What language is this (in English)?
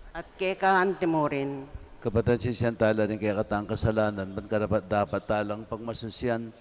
Pampanga